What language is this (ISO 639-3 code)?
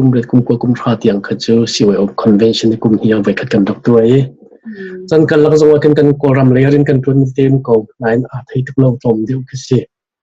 cnh